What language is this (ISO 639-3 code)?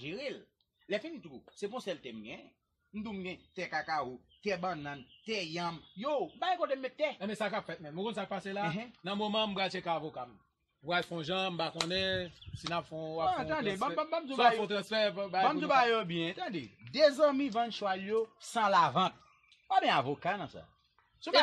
hat